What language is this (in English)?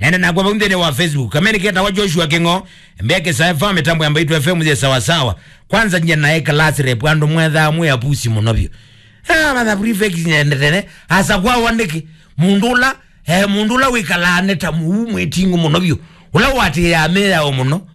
Kamba